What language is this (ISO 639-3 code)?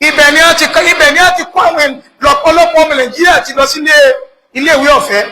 yor